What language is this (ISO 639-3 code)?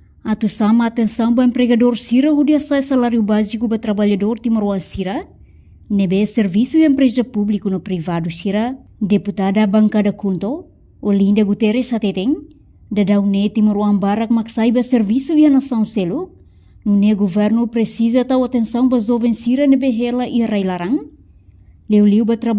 tet